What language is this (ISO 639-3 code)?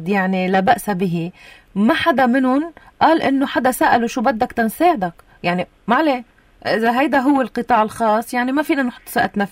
apc